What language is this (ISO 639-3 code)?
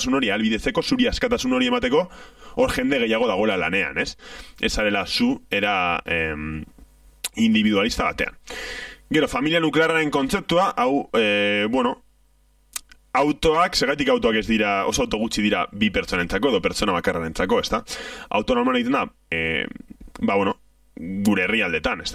eus